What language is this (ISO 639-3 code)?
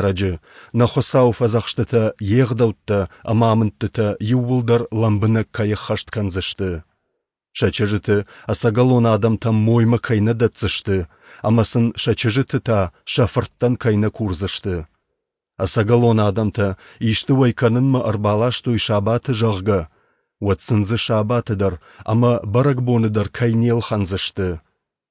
oss